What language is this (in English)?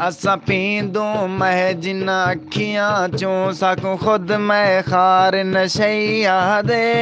Saraiki